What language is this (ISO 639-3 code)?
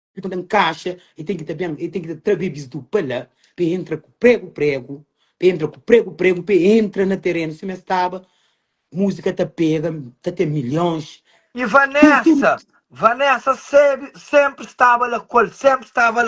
kea